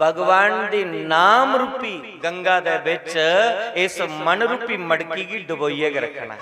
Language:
Dogri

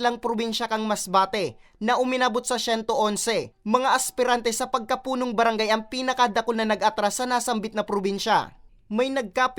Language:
Bikol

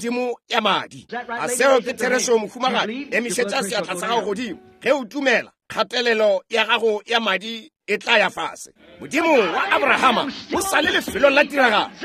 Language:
Northern Sotho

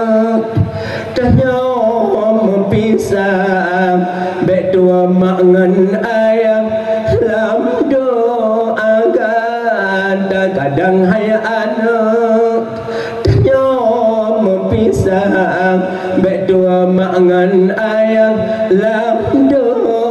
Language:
Achinese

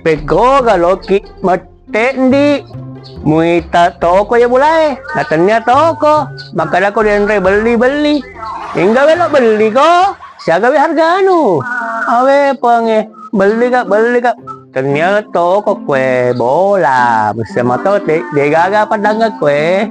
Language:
Buginese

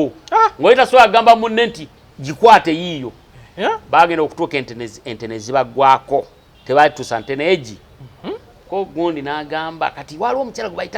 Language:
Ganda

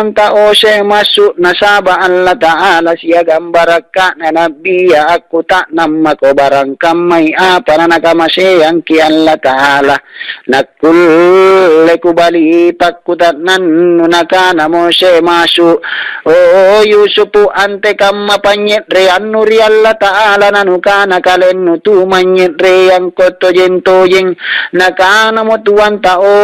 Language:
Makasar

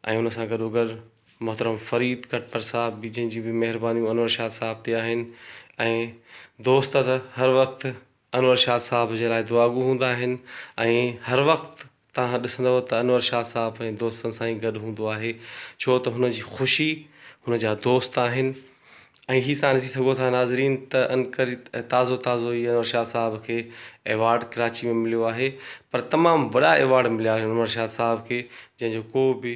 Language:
Sindhi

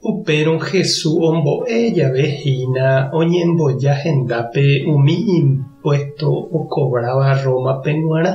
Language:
Guarani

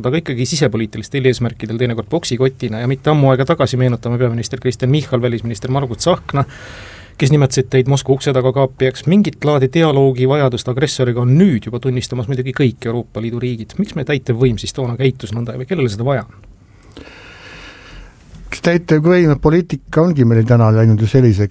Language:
Estonian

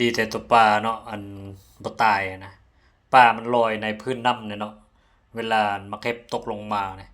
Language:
Lao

